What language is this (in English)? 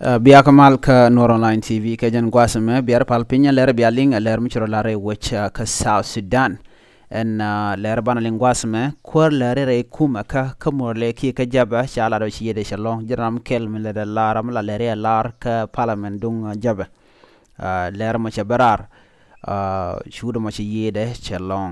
Nuer